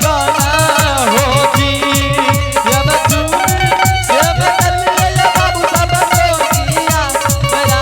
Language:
Angika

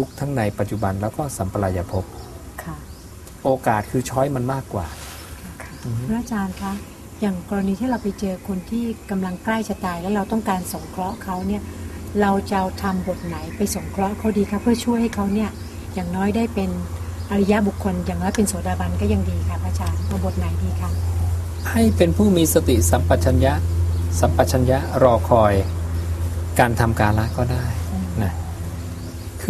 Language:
Thai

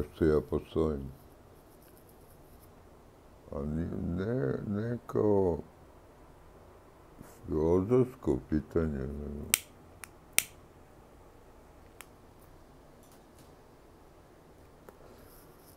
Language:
Serbian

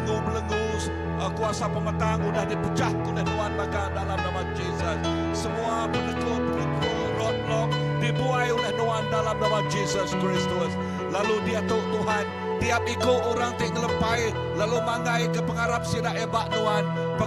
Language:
Iban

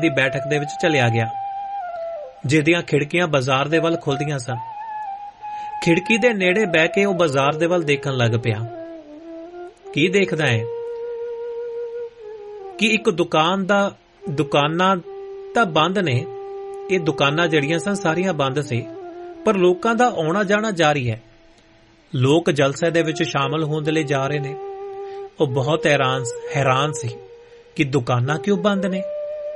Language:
Punjabi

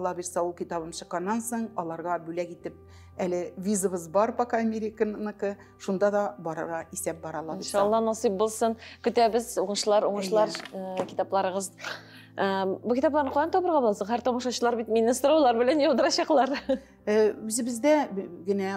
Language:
Tatar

